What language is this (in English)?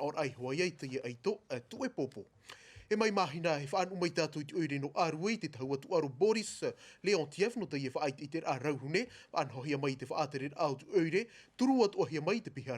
Tahitian